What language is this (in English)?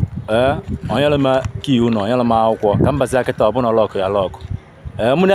Igbo